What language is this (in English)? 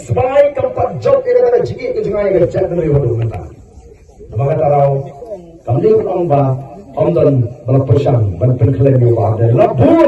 Khasi